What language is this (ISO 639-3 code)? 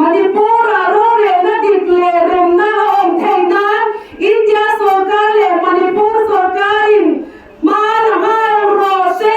lus